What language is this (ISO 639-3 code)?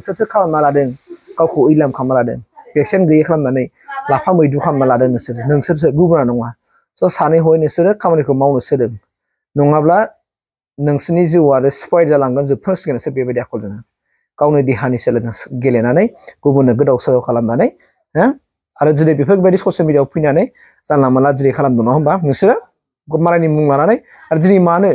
brx